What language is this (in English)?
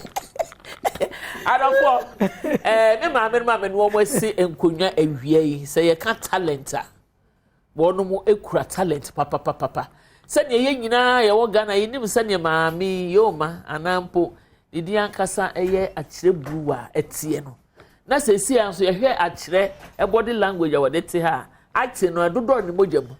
Akan